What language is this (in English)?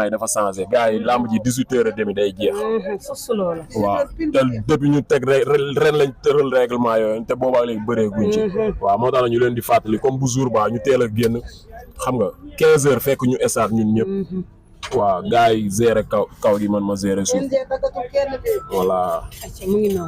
Wolof